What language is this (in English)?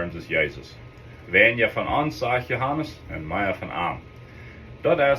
Plautdietsch